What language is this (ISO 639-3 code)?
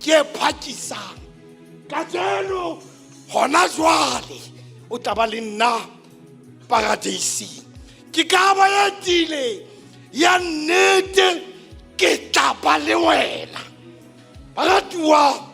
sot